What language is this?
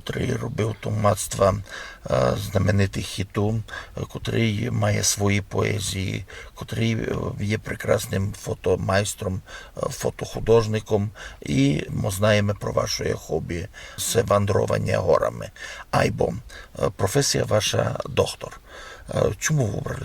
Rusyn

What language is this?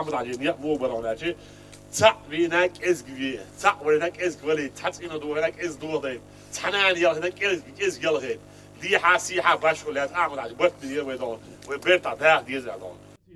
Chechen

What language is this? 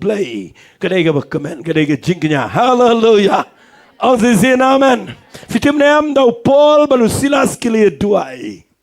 Khasi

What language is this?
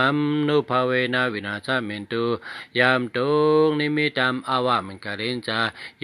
Shan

